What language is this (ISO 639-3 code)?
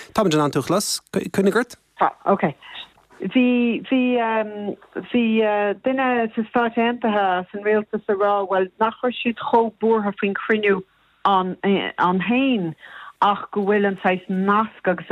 gle